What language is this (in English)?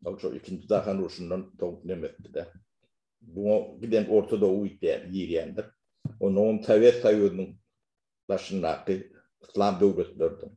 Turkmen